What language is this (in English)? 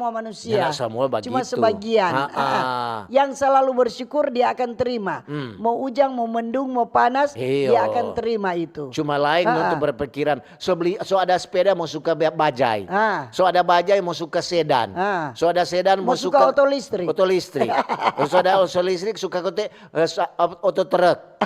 Manado Malay